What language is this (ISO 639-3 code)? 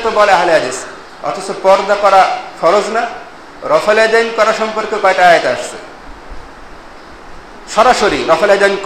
ben